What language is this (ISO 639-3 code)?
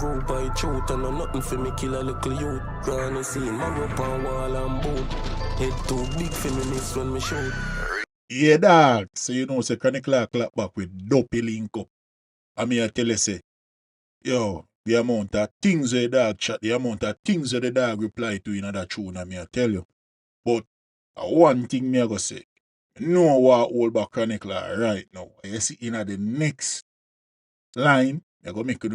jam